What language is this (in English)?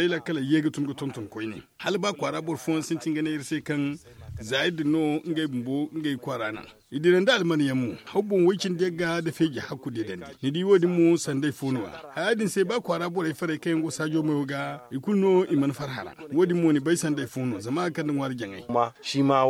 Zarma